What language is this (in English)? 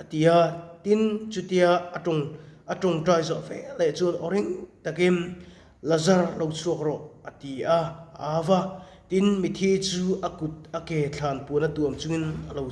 Mizo